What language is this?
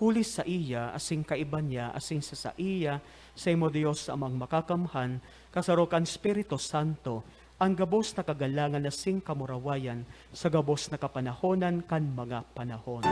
Bikol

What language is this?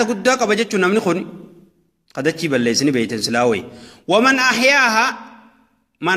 Oromo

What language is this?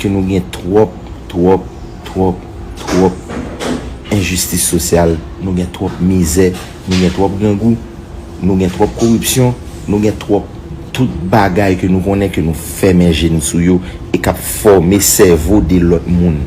Haitian Creole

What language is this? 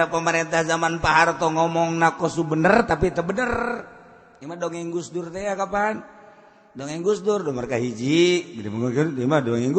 Sundanese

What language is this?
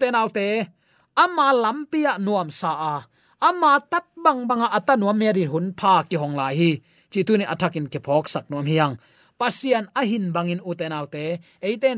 Tedim Chin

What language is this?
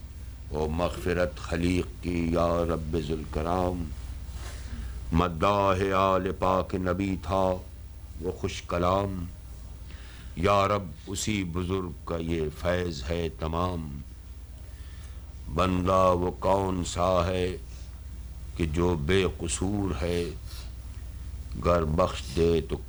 Urdu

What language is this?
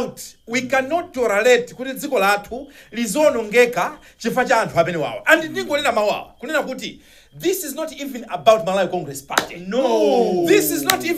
Nyanja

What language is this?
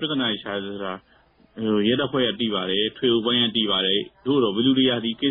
Burmese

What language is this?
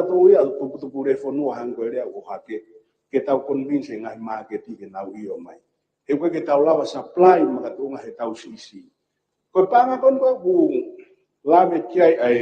Tongan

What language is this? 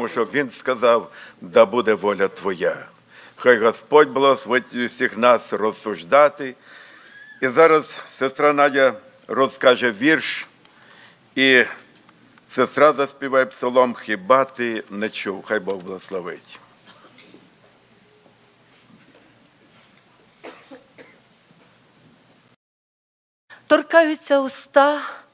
Ukrainian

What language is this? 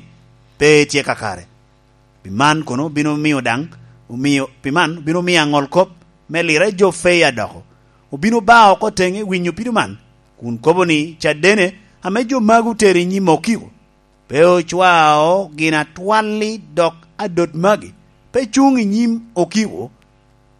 Lango (Uganda)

